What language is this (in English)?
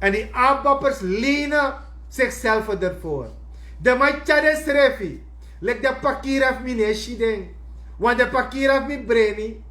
Sranan Tongo